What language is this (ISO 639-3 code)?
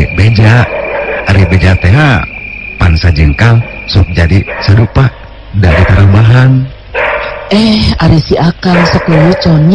sun